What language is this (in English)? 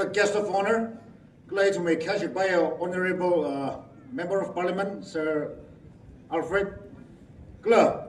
Tangkhul Naga (India)